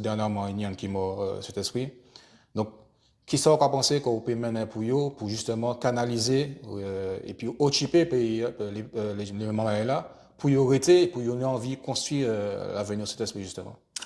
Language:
Guadeloupean Creole French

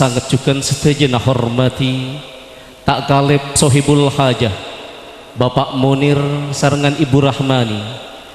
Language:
Madurese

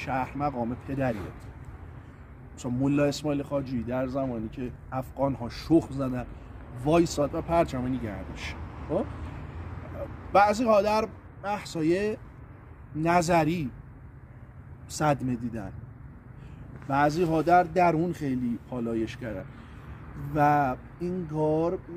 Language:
Persian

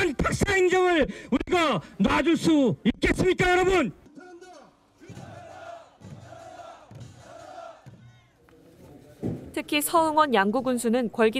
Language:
Korean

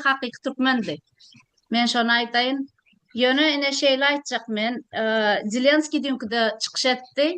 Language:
Turkmen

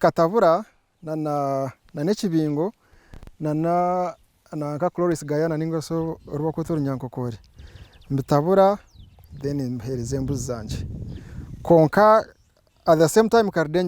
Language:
Nyankole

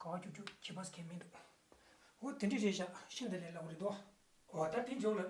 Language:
Tibetan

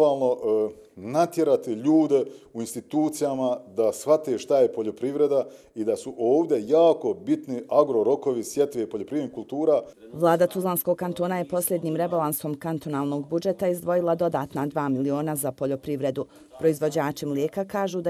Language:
Bosnian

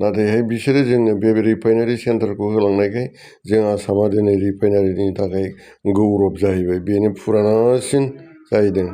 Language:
Bodo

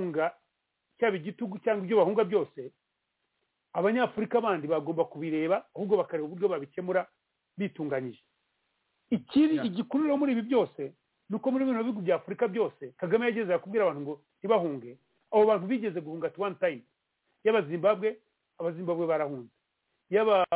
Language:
Kinyarwanda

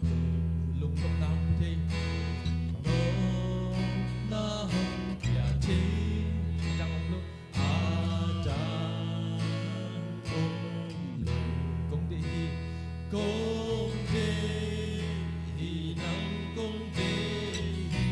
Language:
Tedim Chin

